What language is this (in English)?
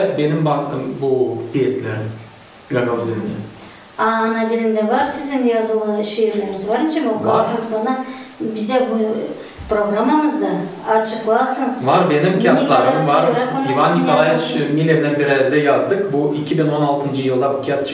Gagauz